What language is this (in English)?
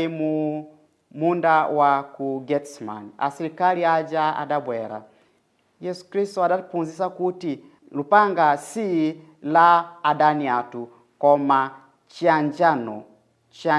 Nyanja